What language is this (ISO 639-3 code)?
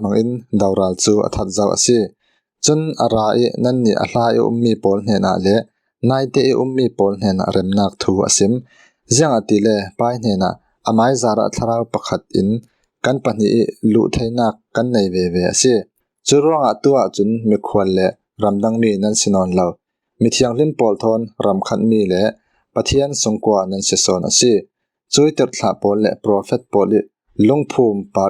cfm